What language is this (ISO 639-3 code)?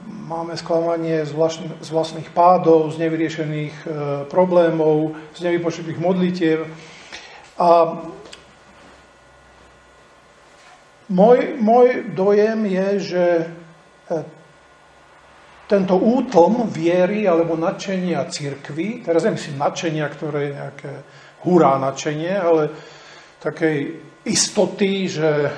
slk